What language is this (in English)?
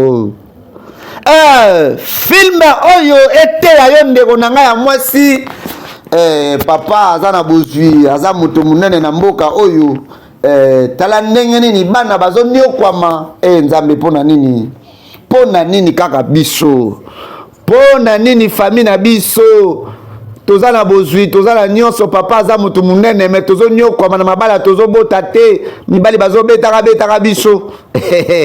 Lingala